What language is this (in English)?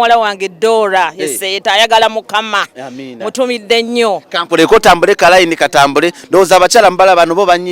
Ganda